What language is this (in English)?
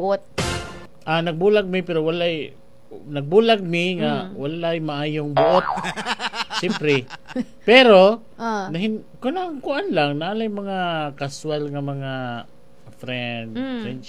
Cebuano